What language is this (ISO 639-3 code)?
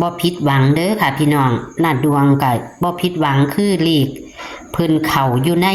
tts